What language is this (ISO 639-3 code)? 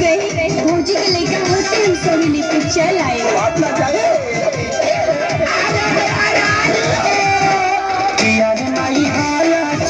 bho